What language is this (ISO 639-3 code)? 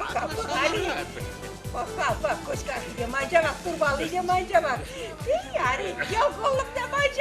chv